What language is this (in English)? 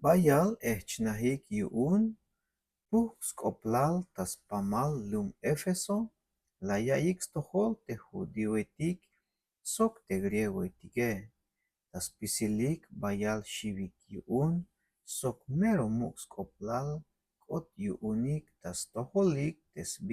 Tzeltal